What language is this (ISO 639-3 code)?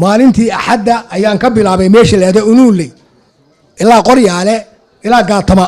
som